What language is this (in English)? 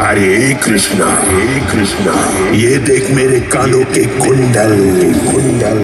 Konkani